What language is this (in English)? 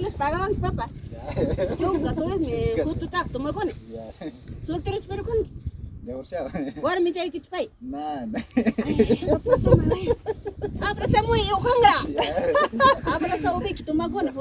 Ayacucho Quechua